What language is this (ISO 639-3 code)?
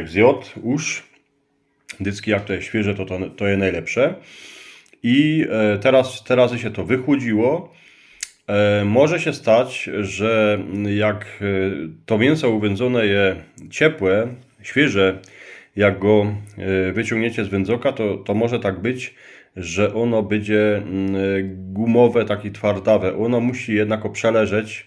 szl